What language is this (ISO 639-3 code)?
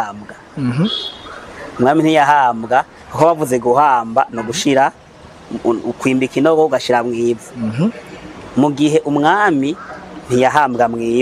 run